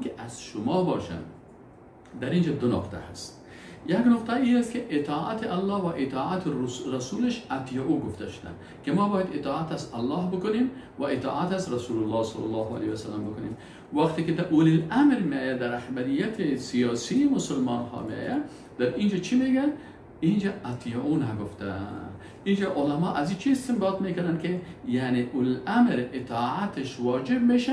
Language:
Persian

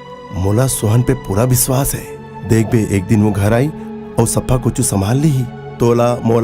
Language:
Chhattisgarhi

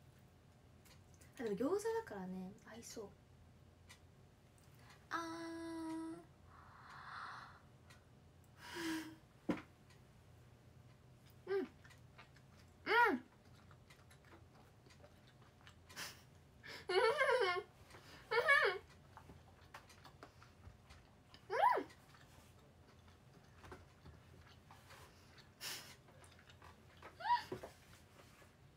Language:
Japanese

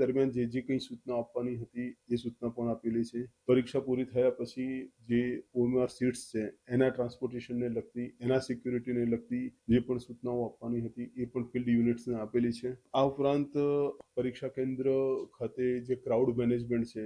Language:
Gujarati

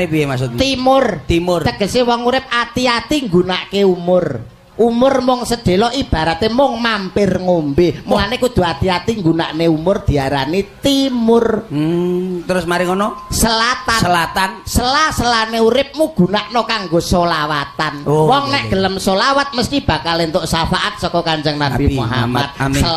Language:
Javanese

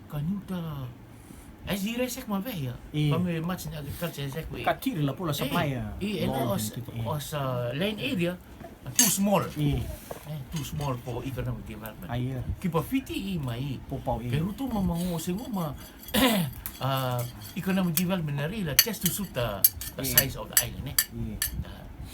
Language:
Rotuman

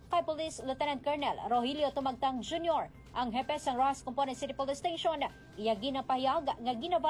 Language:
Hiligaynon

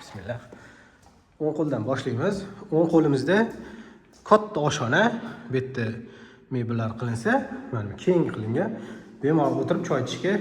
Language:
Uzbek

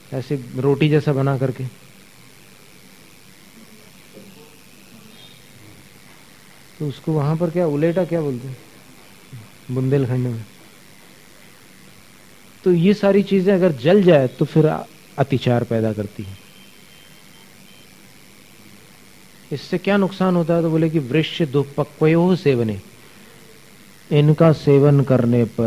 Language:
Hindi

